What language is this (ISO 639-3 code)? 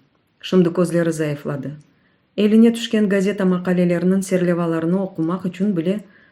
crh